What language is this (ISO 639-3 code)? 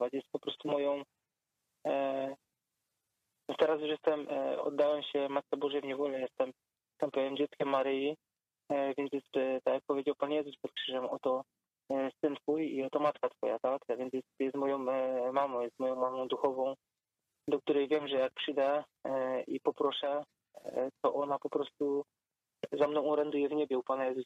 pol